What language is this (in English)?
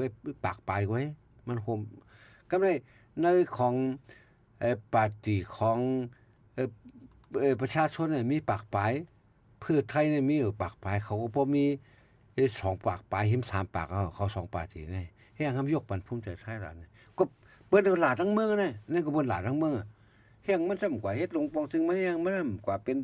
Shan